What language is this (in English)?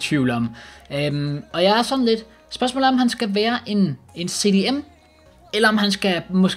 Danish